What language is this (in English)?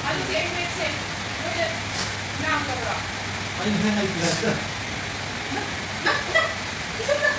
Manipuri